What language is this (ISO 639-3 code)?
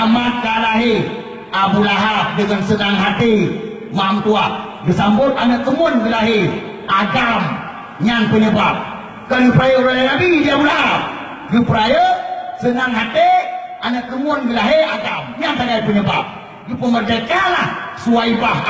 ace